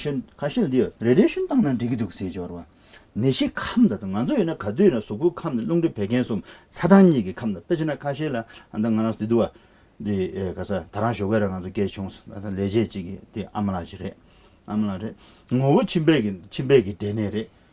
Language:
Tibetan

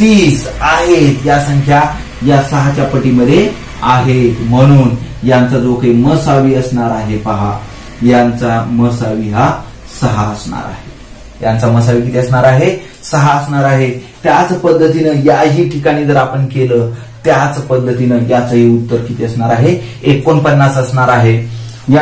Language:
Marathi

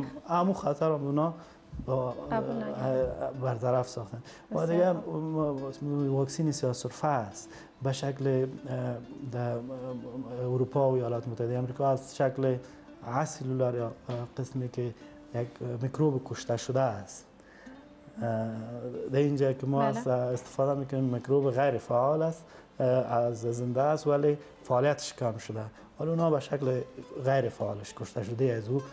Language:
Persian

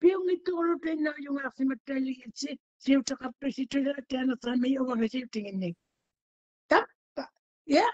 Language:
Māori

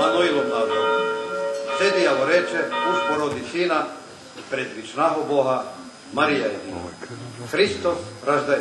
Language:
Rusyn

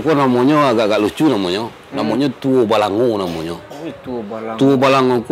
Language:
Minangkabau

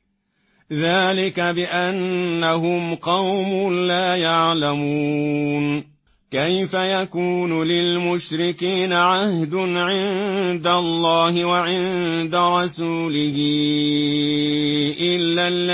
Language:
Arabic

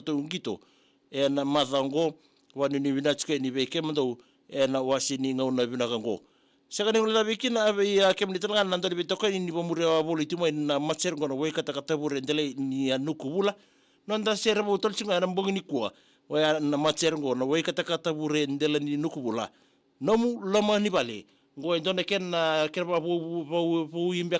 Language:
Fijian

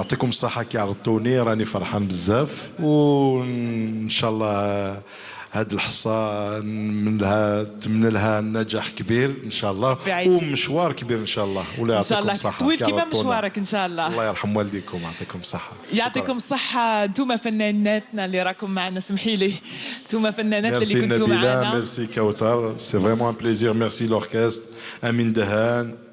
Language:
Algerian Arabic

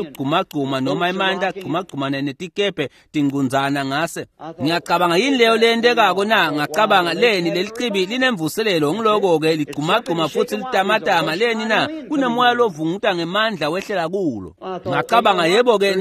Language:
Swati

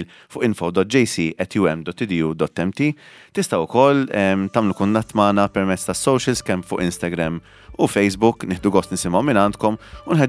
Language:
Maltese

